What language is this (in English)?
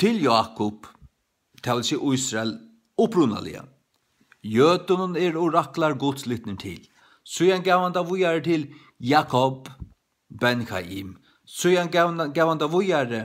Faroese